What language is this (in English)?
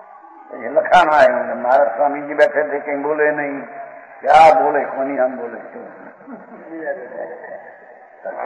Hindi